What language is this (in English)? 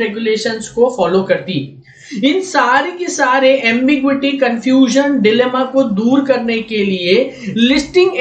Hindi